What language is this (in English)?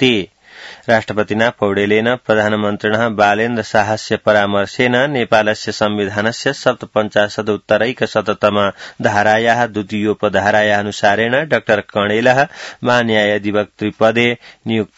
Sanskrit